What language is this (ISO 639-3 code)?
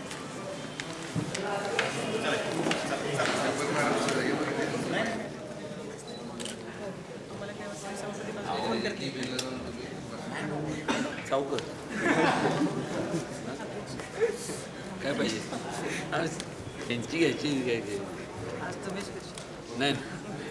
mar